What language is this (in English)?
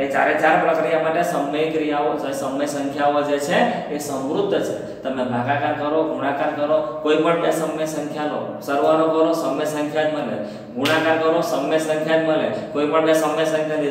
Gujarati